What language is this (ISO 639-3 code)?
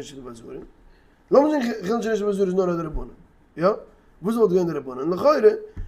yid